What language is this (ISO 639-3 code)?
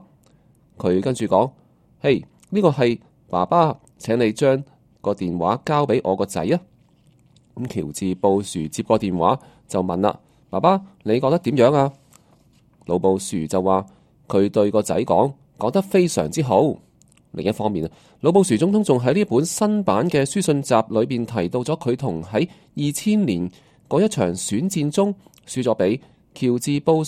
yue